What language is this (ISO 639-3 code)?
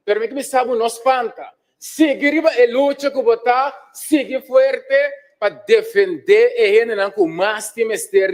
pap